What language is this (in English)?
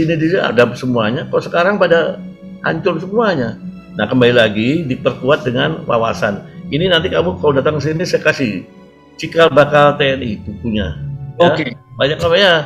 Indonesian